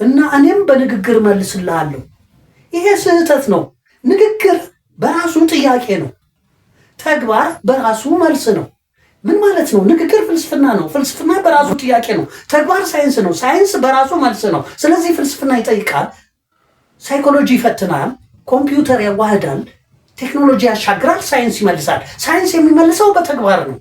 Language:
Amharic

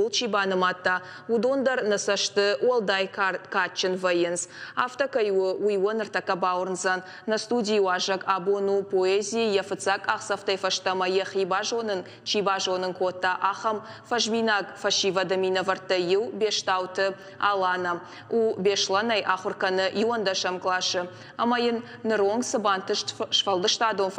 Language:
Ossetic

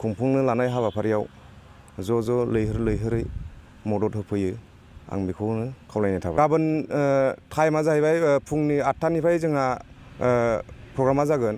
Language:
Bodo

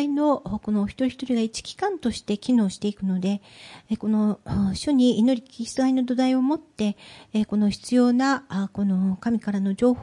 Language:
Japanese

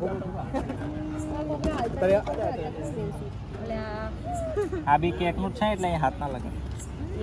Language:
Gujarati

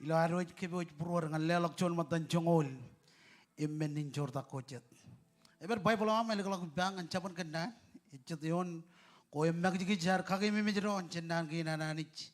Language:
Marshallese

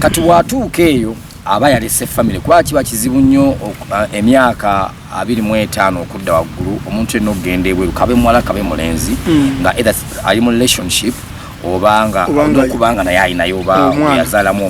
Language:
Ganda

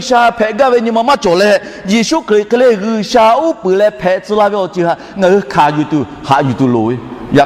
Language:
Lahu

